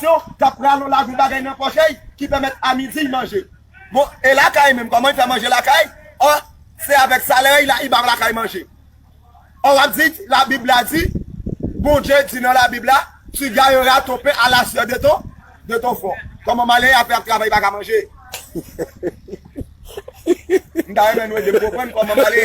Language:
Haitian Creole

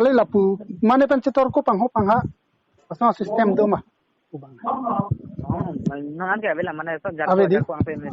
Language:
Karbi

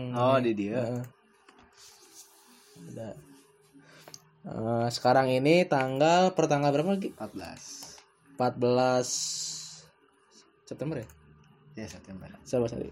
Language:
Indonesian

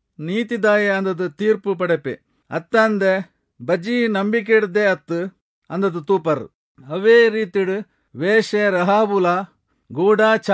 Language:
Tulu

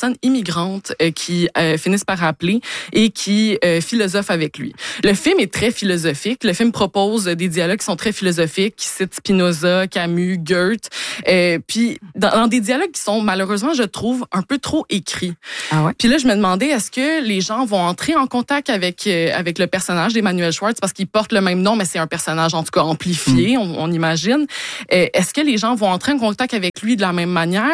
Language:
French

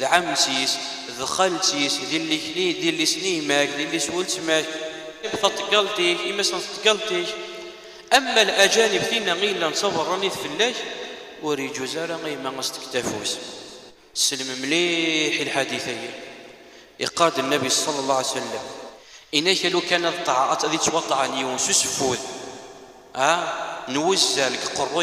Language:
Kabyle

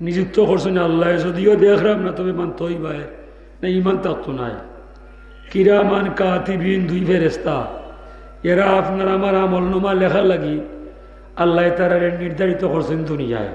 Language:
Sylheti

